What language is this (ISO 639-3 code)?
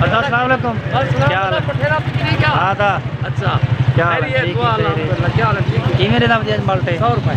skr